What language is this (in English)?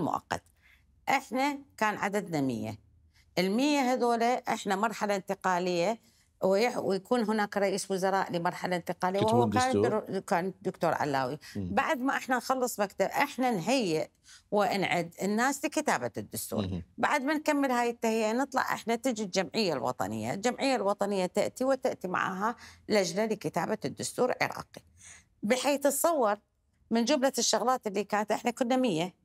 Mesopotamian Arabic